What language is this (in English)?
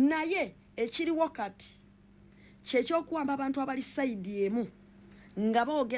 Ganda